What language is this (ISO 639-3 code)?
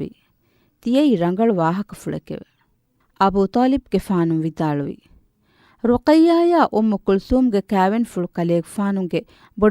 div